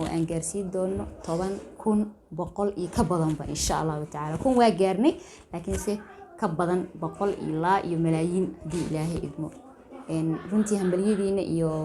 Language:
Somali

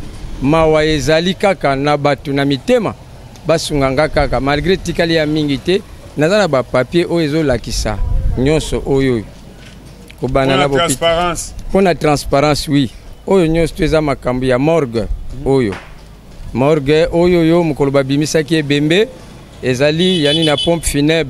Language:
Lingala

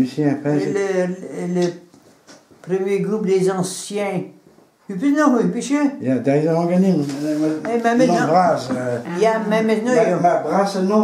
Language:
Breton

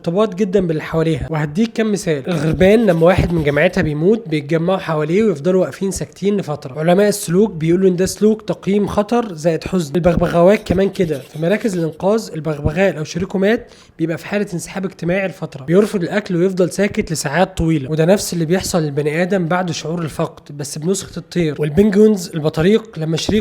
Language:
Egyptian Arabic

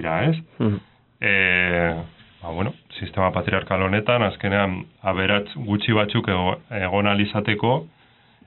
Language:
Basque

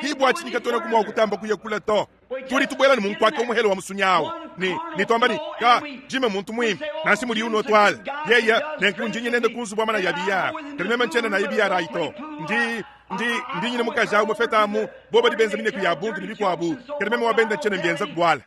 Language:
Luba-Lulua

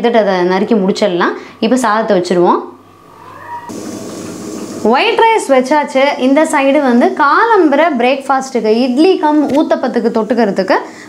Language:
Tamil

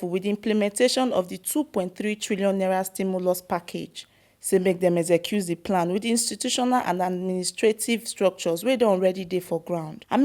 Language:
Nigerian Pidgin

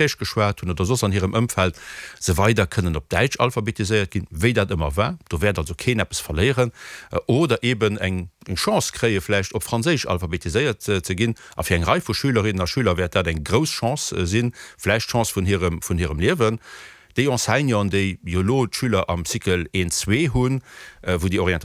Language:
Luxembourgish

